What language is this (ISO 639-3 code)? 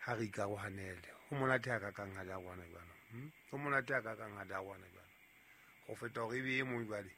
sot